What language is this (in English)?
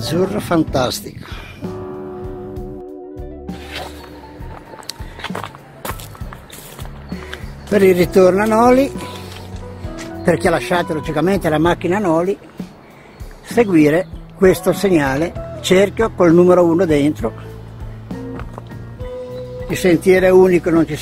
Italian